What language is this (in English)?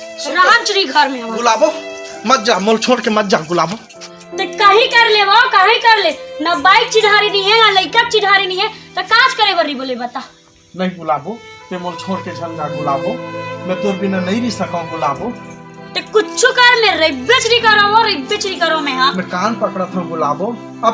Chhattisgarhi